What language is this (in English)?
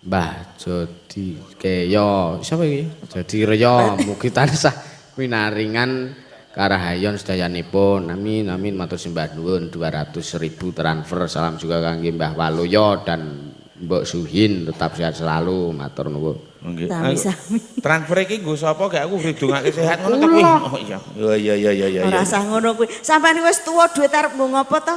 Javanese